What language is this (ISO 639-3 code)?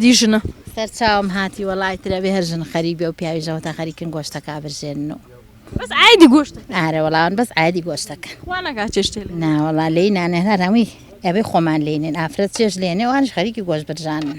ckb